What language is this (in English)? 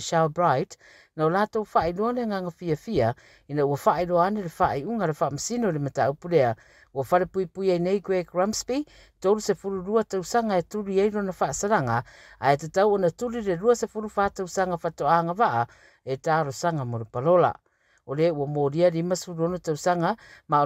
Samoan